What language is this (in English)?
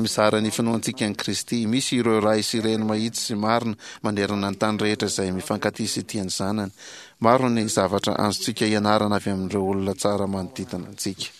Malagasy